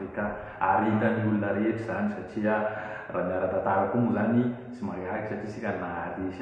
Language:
Malagasy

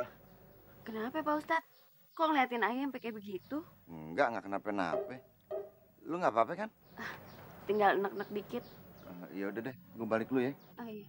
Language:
Betawi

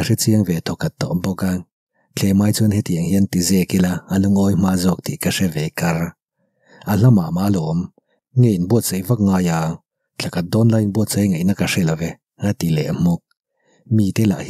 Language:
Mizo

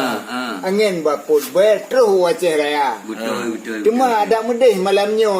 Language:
Achinese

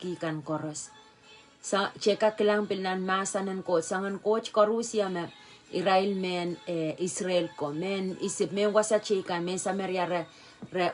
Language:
Pohnpeian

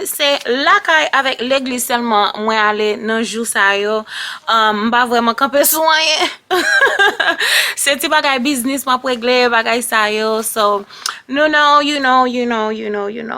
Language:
Haitian Creole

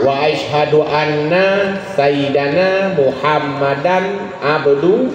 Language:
Achinese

